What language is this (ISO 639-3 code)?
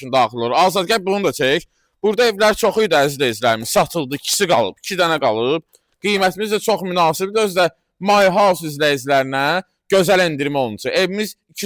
aze